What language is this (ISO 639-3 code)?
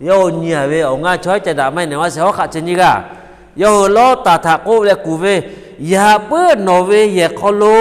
lhu